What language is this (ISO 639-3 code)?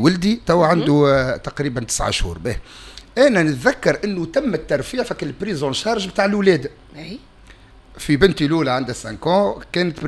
aeb